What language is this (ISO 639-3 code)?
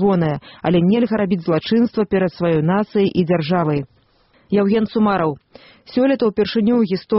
bel